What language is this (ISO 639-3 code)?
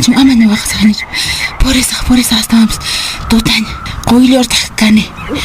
que